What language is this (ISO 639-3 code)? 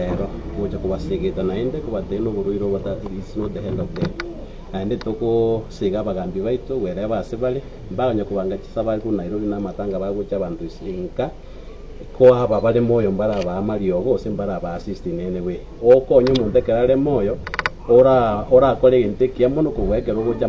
guz